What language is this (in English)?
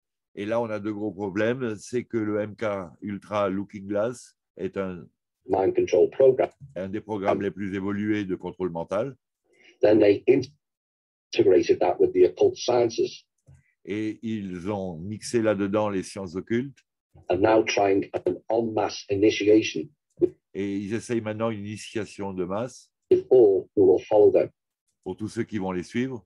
French